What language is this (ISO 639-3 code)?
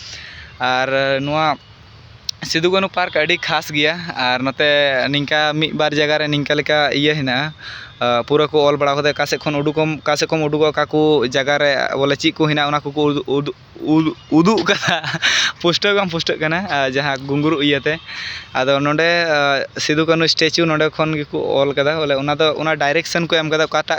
sat